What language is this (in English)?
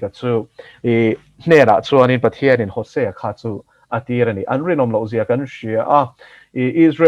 Mizo